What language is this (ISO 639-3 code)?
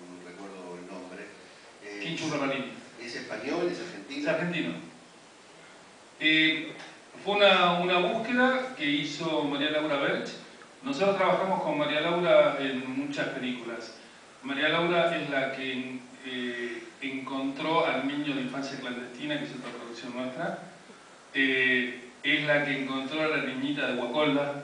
spa